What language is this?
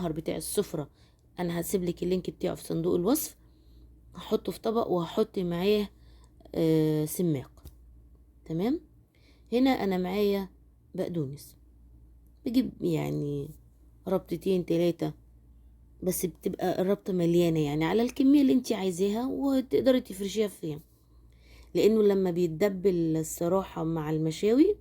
Egyptian Arabic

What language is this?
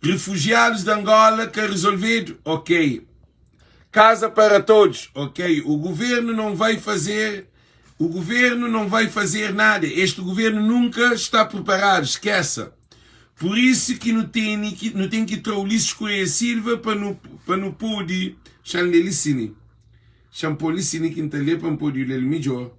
Kabuverdianu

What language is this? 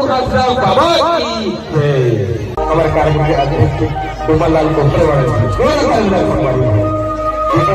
Chhattisgarhi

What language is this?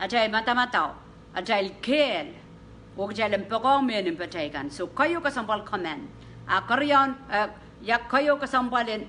Pohnpeian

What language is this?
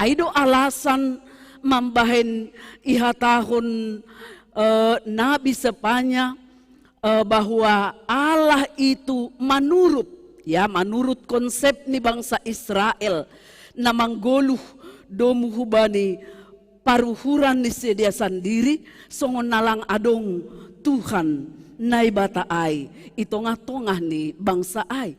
Batak Simalungun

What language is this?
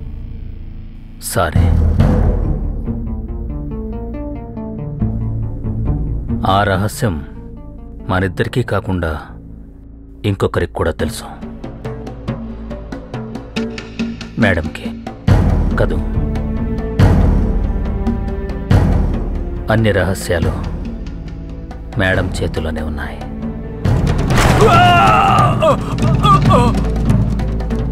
Telugu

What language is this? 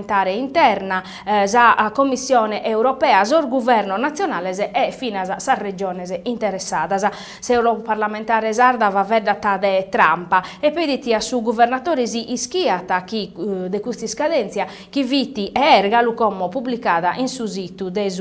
Sardinian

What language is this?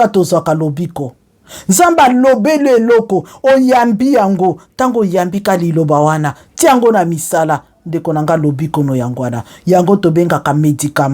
Lingala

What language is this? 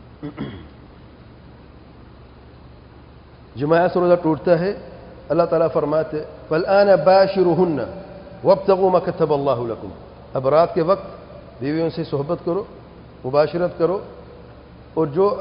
Urdu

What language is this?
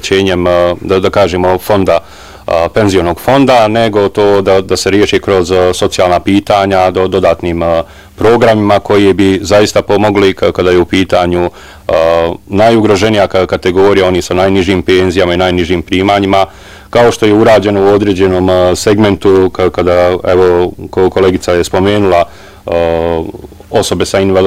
Bosnian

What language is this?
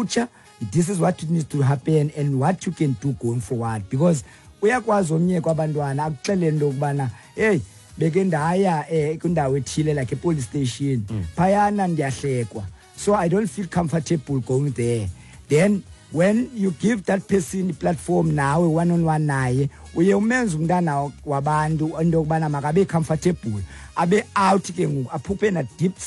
Xhosa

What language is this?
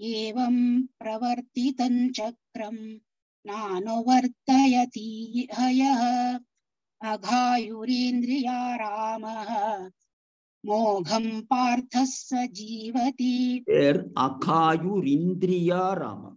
Sanskrit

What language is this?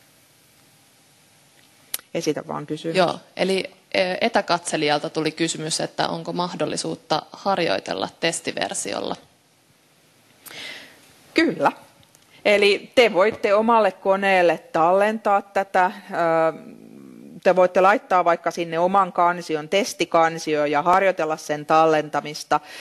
Finnish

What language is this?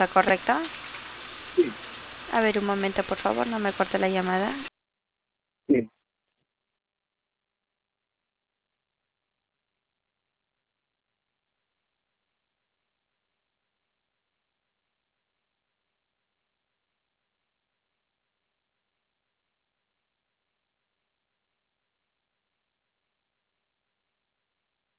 Spanish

